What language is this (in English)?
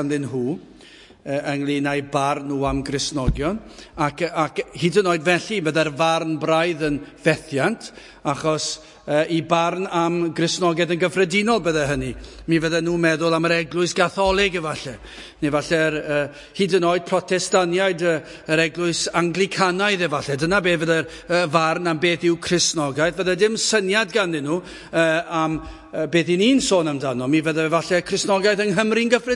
Welsh